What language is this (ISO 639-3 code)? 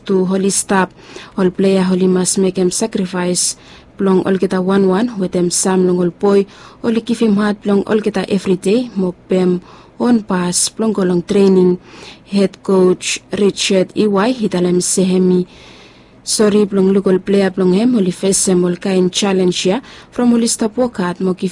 bis